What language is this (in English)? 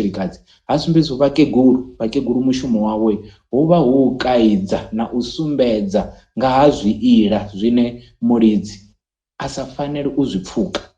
Venda